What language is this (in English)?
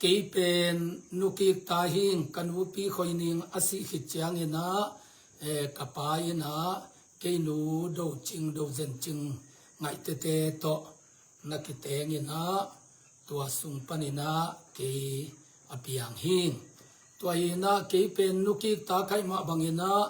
Tedim Chin